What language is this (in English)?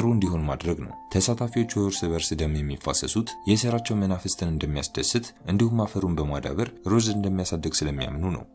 Amharic